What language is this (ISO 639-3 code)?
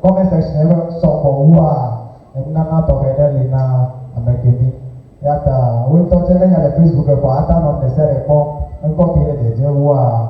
ewe